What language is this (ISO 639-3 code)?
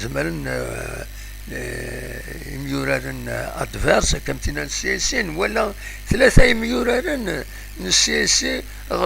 kab